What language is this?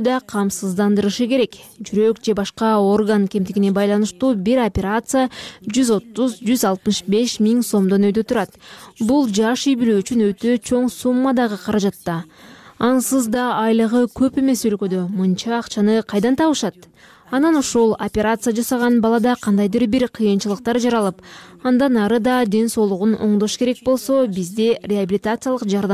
Kyrgyz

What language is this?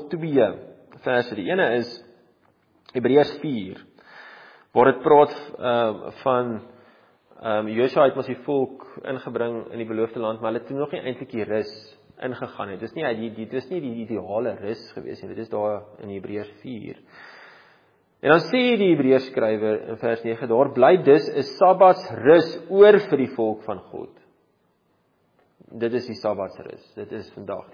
Afrikaans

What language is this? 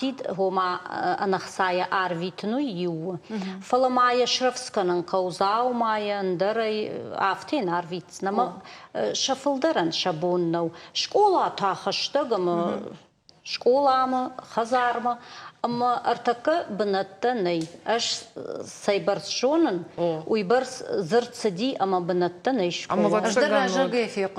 Ossetic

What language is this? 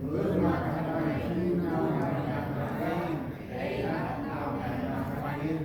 Central Mnong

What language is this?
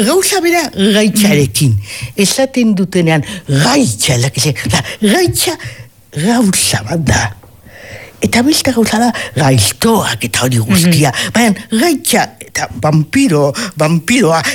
Basque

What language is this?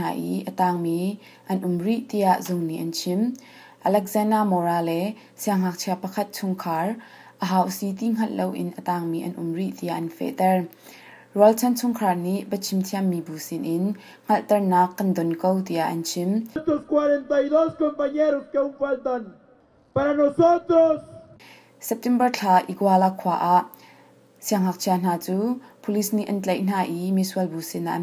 Hakha Chin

